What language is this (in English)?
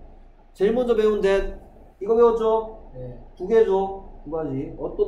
Korean